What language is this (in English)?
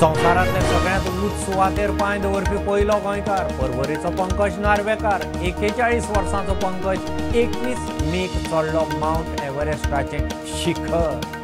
Konkani